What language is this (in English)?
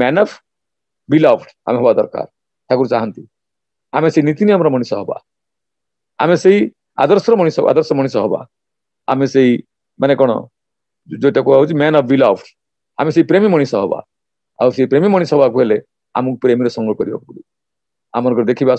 Odia